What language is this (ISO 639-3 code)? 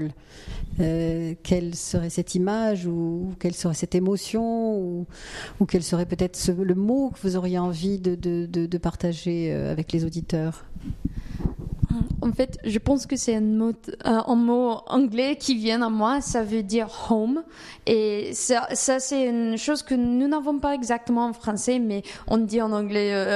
fra